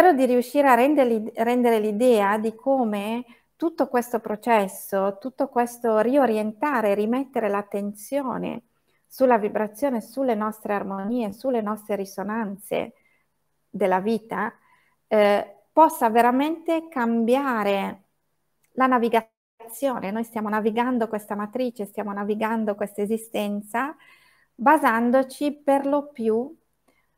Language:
Italian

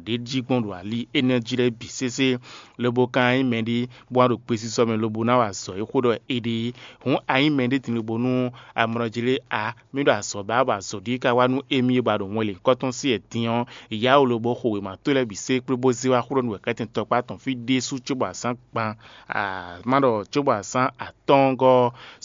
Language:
Fon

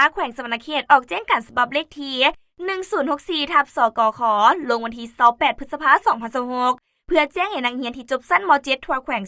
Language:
Lao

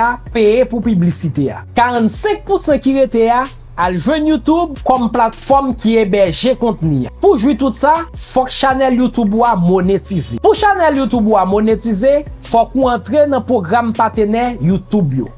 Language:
Haitian Creole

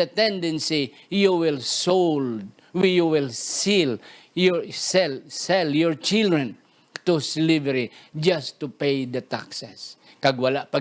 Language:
Hiligaynon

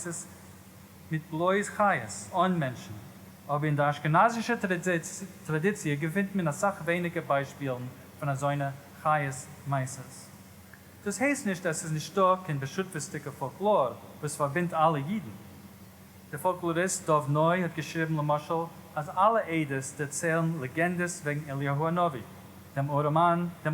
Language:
Yiddish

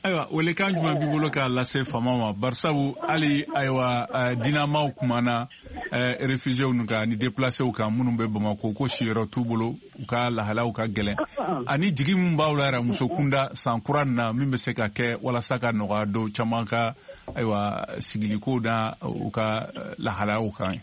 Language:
Bambara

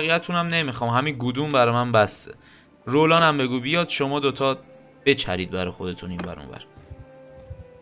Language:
Persian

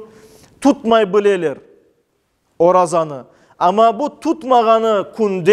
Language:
Crimean Tatar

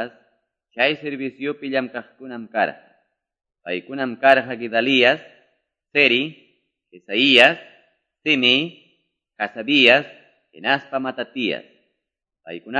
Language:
Quechua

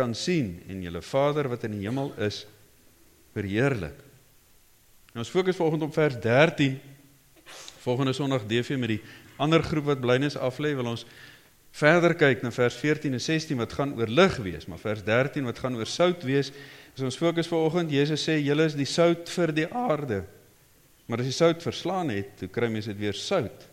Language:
Afrikaans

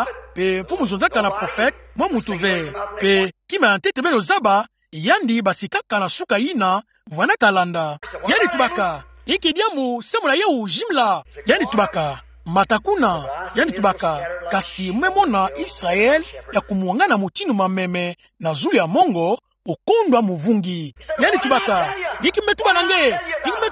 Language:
Kituba (Democratic Republic of Congo)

